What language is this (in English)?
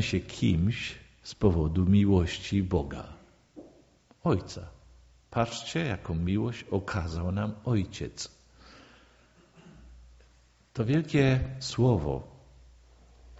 Polish